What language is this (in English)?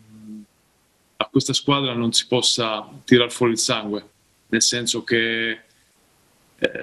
Italian